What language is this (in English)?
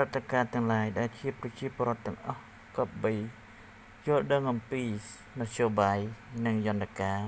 Khmer